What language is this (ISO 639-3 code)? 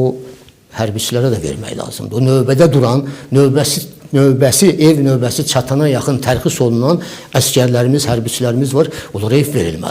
aze